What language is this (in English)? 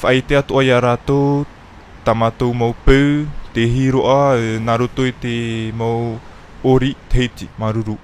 Tahitian